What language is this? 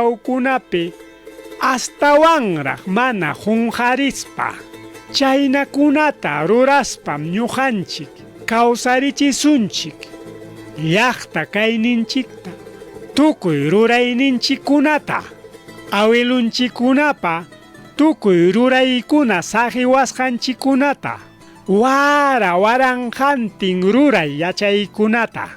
Ayacucho Quechua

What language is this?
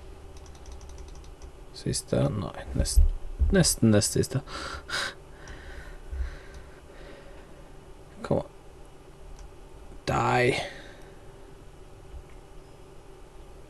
Norwegian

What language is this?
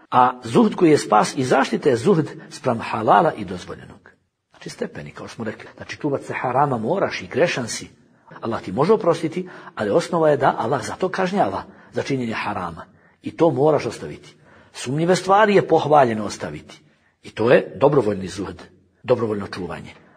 Bosnian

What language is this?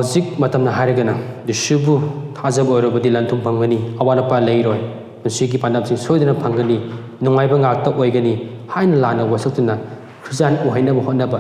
Manipuri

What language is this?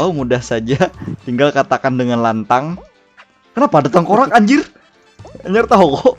Banjar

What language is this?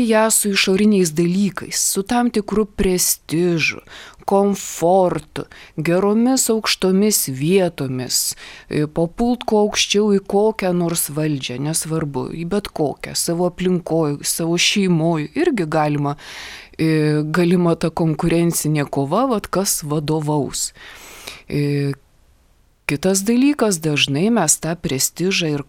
Lithuanian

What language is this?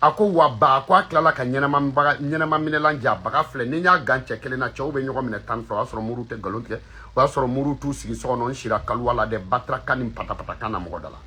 Bambara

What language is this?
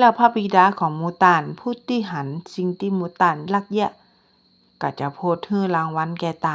Northern Thai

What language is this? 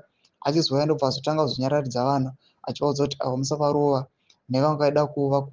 Shona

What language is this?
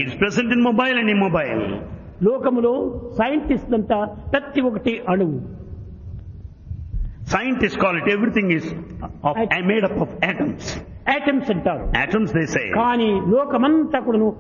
Telugu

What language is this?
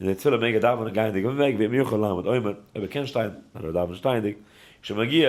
Yiddish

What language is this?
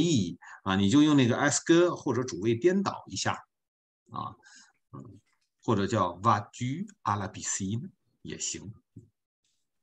Chinese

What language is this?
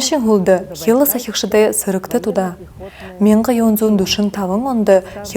Buriat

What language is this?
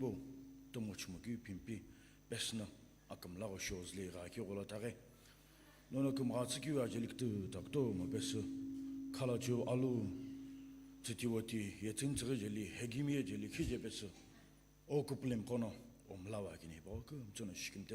Sumi Naga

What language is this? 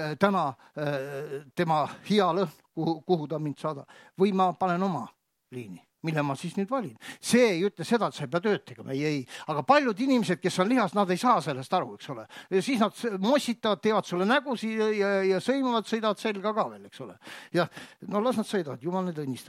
Estonian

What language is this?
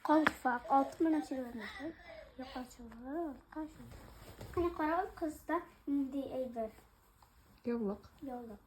Tatar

